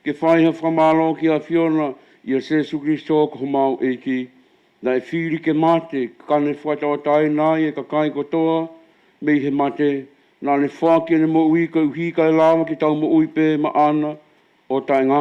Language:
Tongan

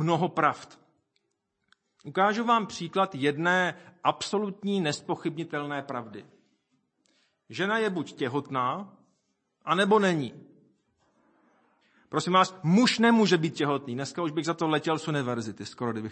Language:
Czech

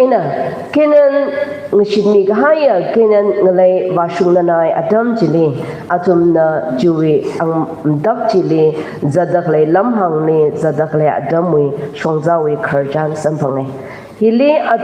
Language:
Tangkhul Naga (India)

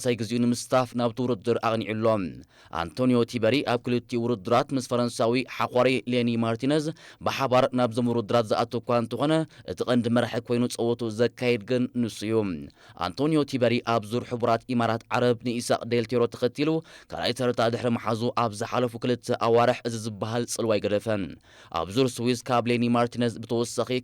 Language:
Tigrinya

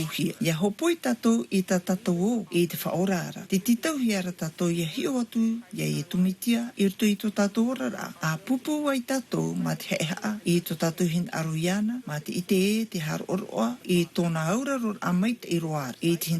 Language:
Tahitian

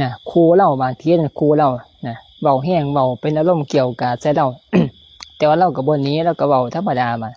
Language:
Lao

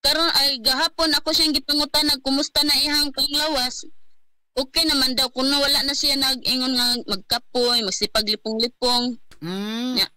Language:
Cebuano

